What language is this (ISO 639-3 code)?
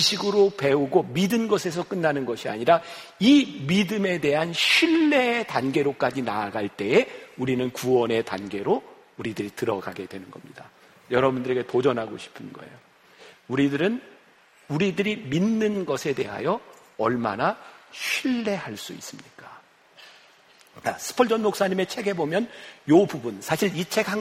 kor